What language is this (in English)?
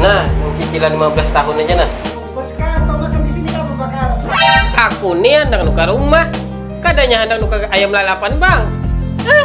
Banjar